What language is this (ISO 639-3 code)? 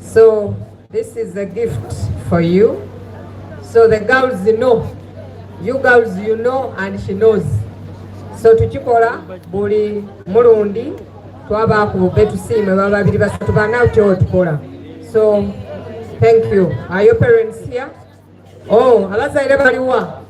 xog